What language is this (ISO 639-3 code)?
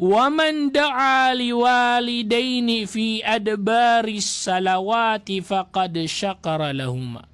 mrw